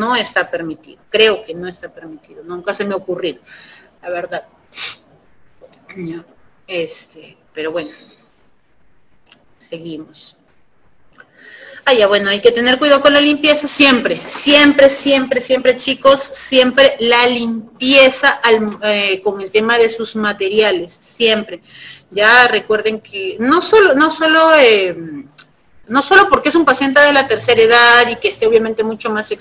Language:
Spanish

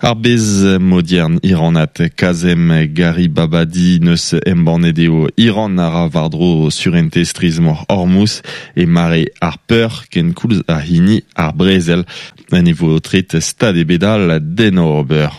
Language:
Breton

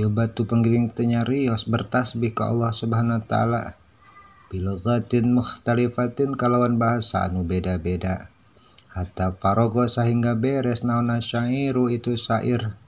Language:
Sundanese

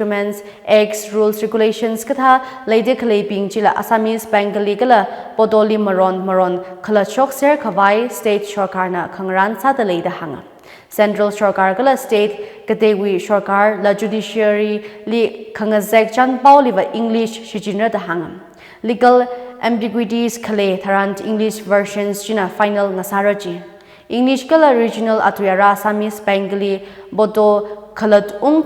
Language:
Tangkhul Naga (India)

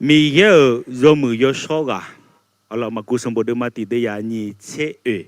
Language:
Akha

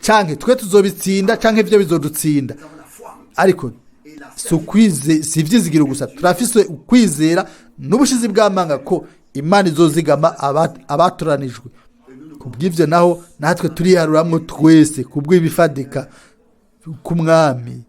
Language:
Rundi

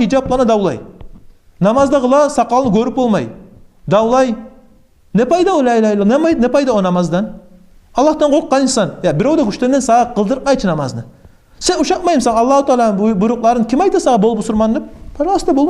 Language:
Kumyk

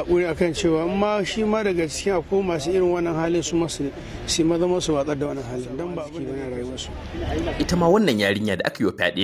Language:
Hausa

